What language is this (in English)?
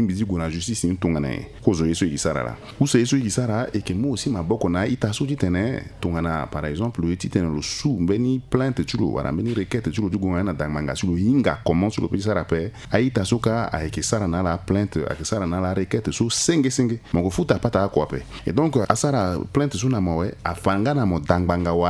Sango